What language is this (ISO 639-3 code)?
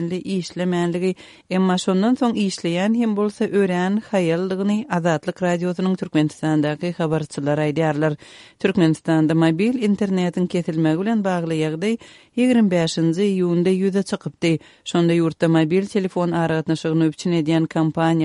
tuk